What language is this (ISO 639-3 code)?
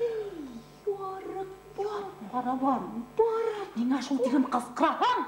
bak